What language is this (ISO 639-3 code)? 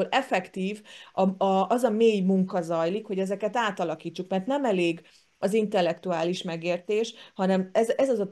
hun